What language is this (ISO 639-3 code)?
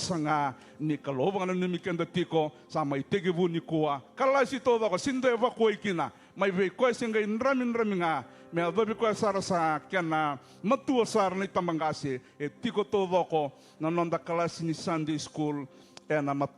fij